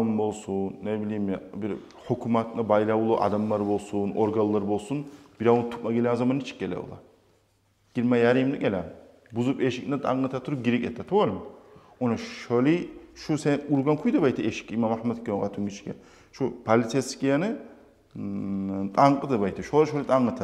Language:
Kumyk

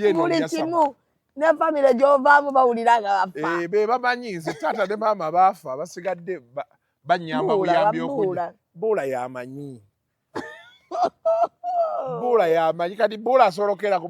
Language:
Ganda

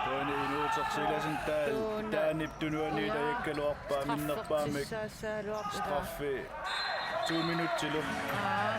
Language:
Kalaallisut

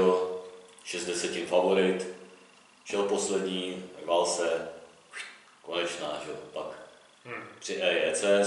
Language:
Czech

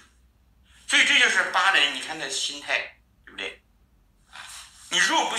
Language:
Chinese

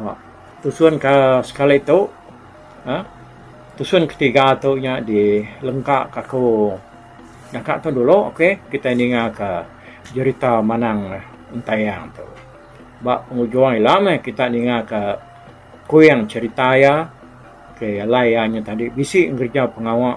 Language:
Iban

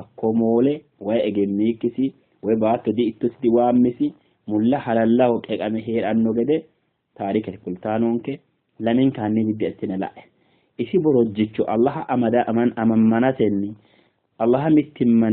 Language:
Sidamo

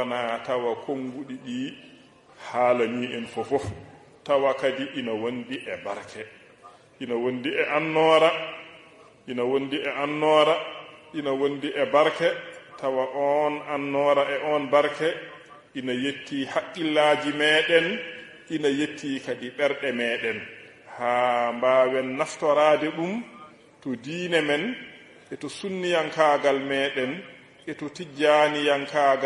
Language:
Fula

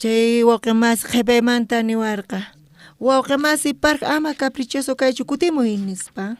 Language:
South Bolivian Quechua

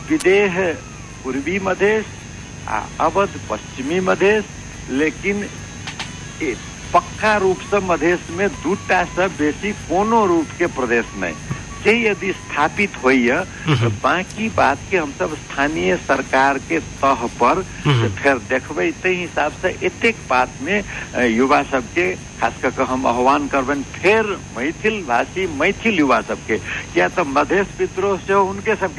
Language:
Maithili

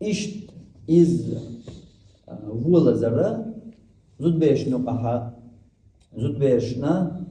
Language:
Chechen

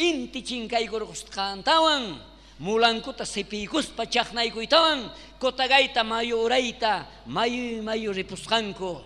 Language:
South Bolivian Quechua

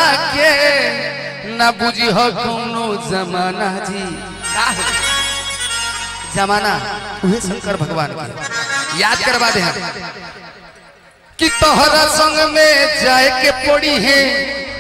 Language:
Bhojpuri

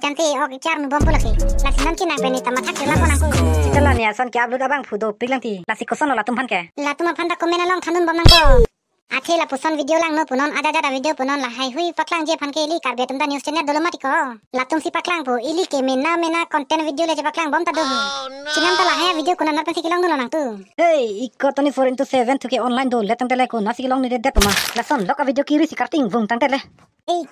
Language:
Karbi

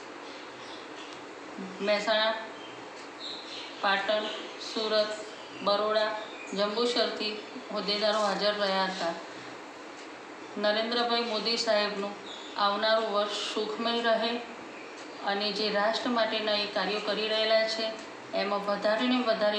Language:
Gujarati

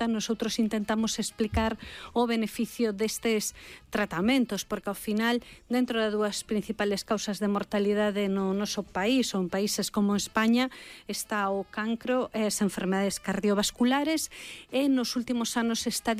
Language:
Galician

